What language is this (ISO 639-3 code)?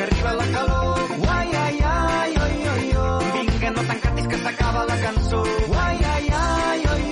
cat